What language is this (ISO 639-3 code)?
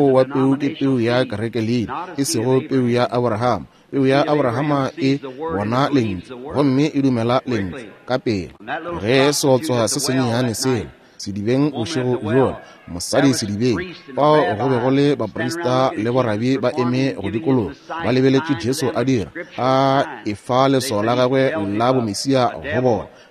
nso